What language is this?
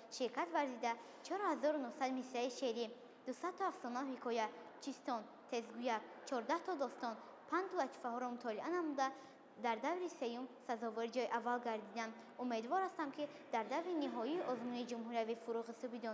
Tajik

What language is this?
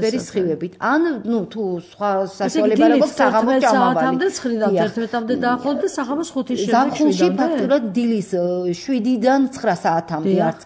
Georgian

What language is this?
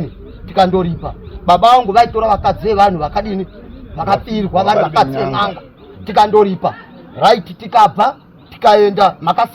Shona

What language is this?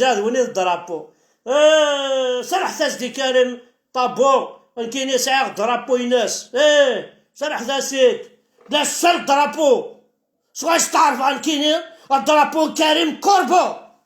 Kabyle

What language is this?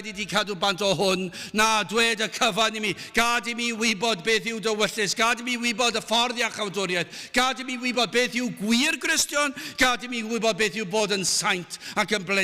Welsh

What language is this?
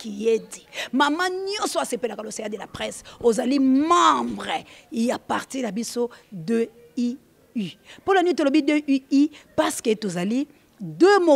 Lingala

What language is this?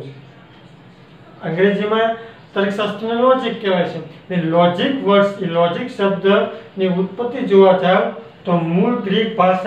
Gujarati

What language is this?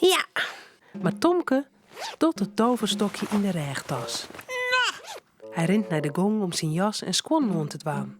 Western Frisian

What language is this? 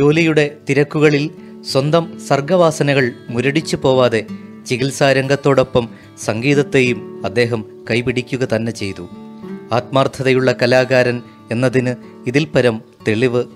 Malayalam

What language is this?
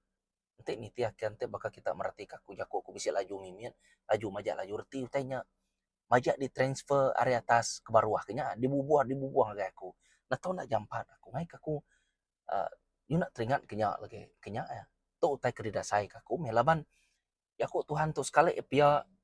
Iban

